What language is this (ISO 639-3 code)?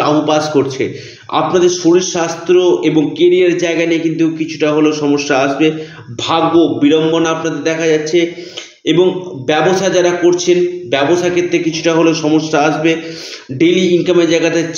ben